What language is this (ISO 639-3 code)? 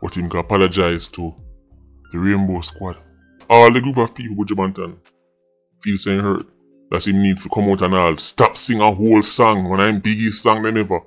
jam